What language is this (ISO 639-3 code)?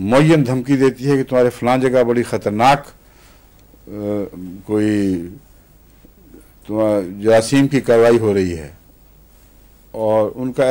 urd